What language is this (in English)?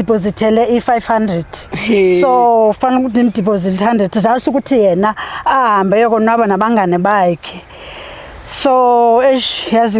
Zulu